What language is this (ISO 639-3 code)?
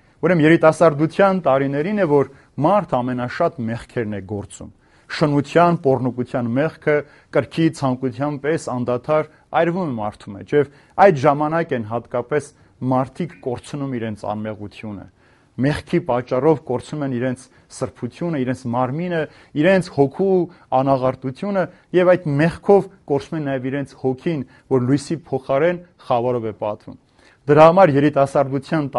hye